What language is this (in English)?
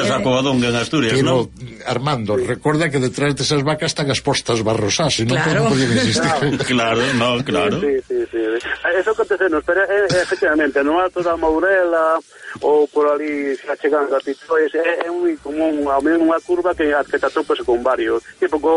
Galician